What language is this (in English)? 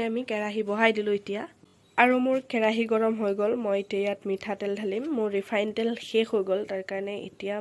Assamese